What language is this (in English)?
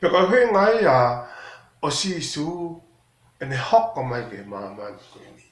Tongan